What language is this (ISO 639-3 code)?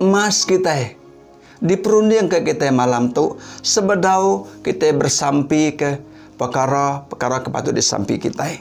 iba